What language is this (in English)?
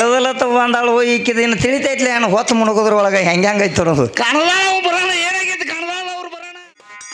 Kannada